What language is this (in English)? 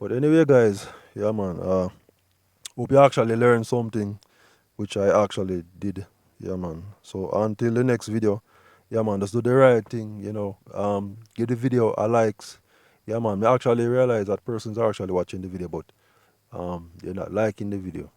Jamaican Creole English